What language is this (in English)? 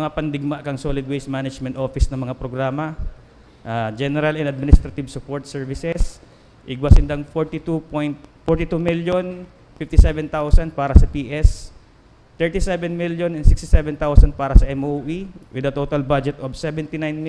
Bikol